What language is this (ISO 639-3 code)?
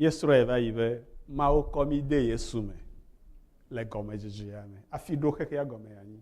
ewe